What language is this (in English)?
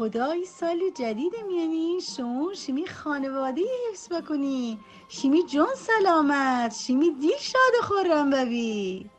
Gilaki